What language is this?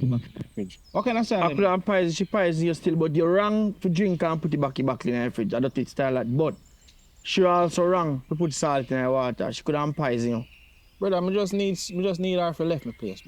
Jamaican Creole English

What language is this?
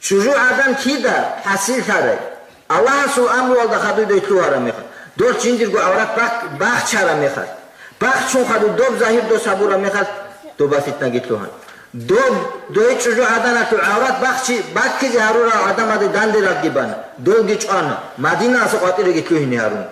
Avaric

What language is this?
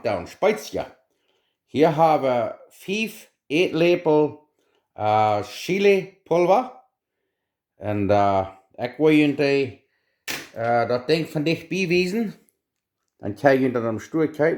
Plautdietsch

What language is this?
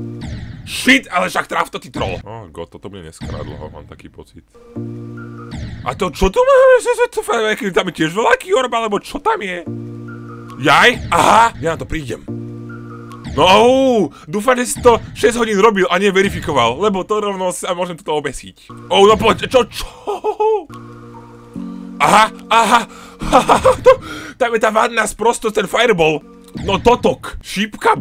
Slovak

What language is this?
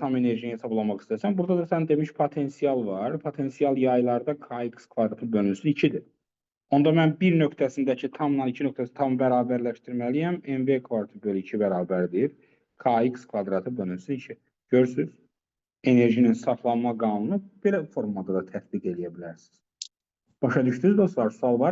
Azerbaijani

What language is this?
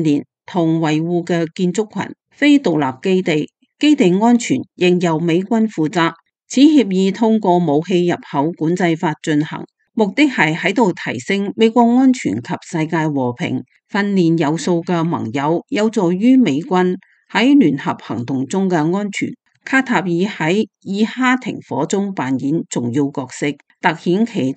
Cantonese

